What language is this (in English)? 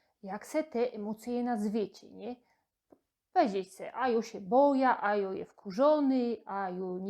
Silesian